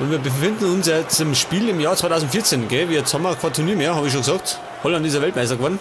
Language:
Bavarian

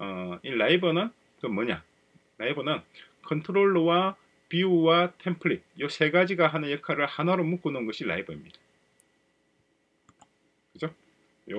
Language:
Korean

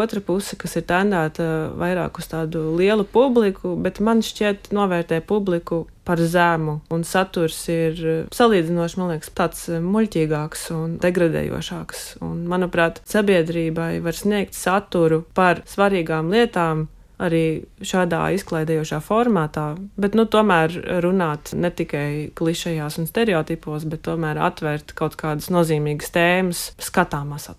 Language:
Latvian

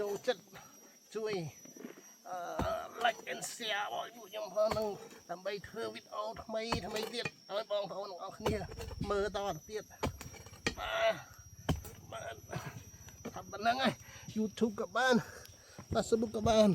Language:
Khmer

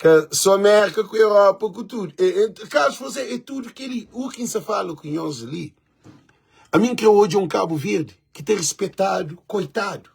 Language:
Kabuverdianu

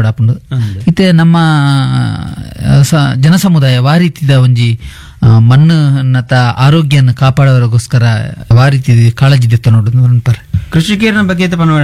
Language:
Tulu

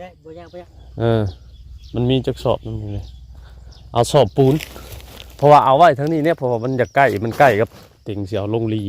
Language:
Northeastern Thai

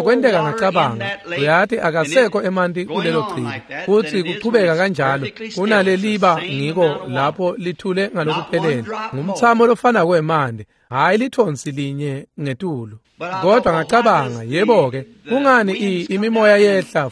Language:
Swati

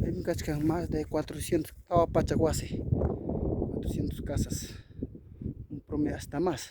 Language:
Ayacucho Quechua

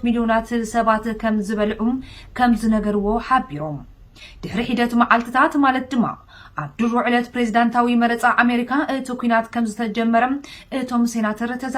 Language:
Tigrinya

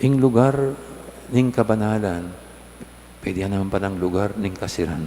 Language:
Pampanga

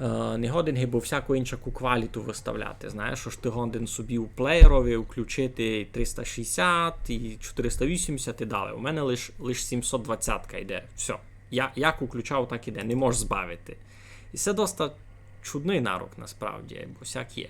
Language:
Rusyn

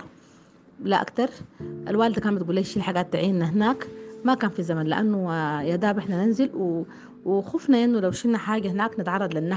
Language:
Sudanese Arabic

